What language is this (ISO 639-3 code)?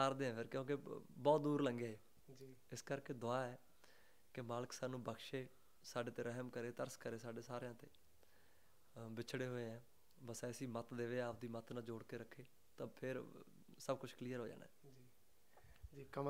pan